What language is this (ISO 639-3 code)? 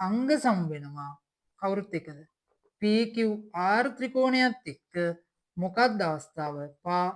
sin